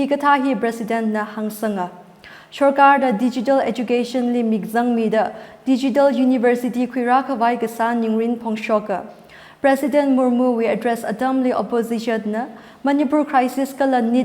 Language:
Tangkhul Naga (India)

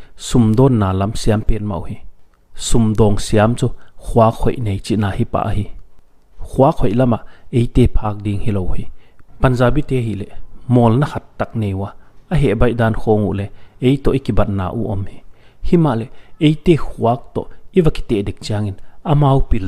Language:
Paite Chin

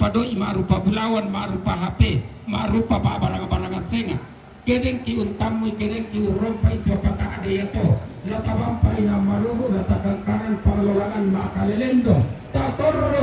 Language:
Toraja-Sa'dan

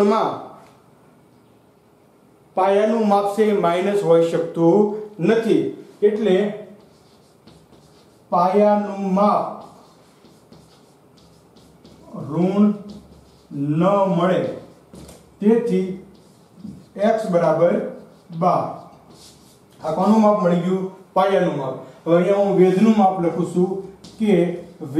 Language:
Gujarati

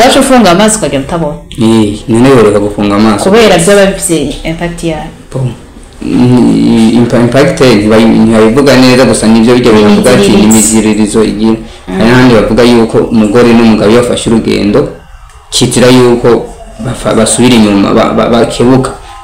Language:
Rundi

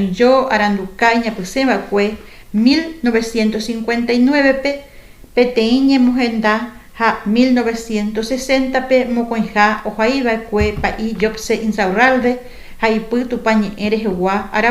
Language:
Guarani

